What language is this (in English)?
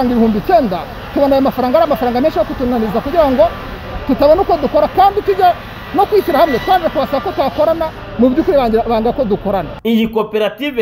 Kinyarwanda